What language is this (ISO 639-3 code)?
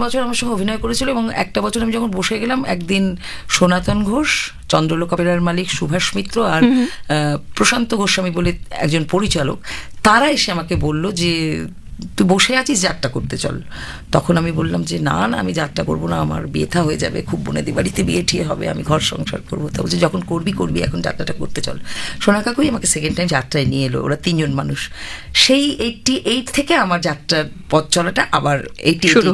ben